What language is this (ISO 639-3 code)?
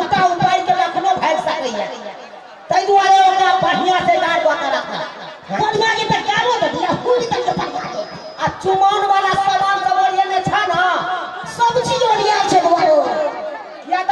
mai